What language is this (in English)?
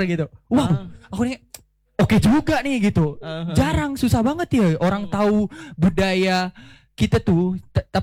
Indonesian